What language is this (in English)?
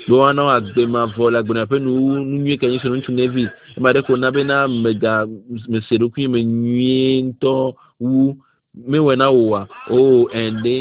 Ewe